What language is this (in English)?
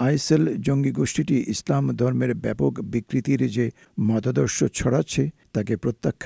Bangla